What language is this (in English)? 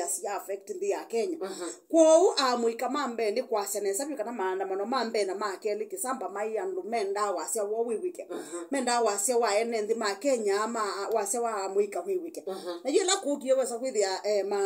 Kamba